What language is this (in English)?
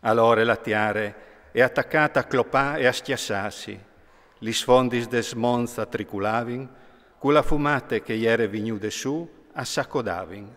Friulian